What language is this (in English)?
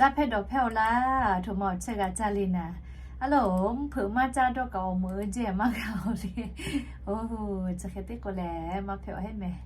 Lahu